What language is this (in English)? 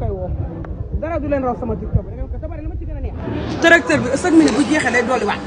Wolof